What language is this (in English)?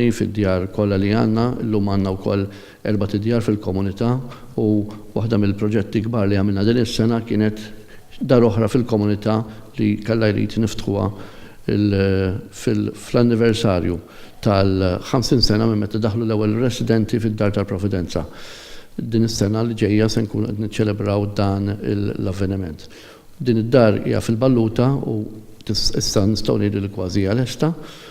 Maltese